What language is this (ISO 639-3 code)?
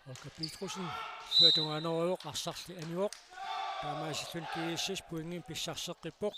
kal